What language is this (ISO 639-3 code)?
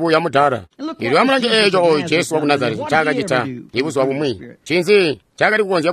toi